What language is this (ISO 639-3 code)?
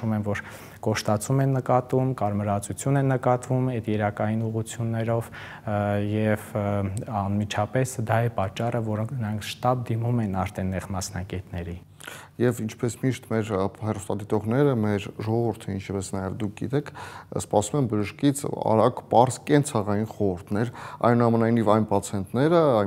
hye